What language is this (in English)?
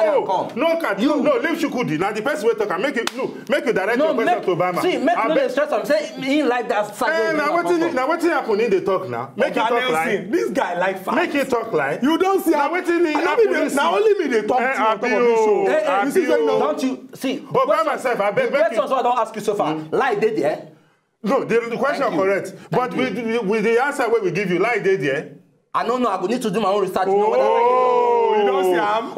Nigerian Pidgin